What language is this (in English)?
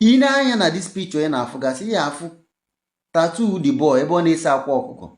Igbo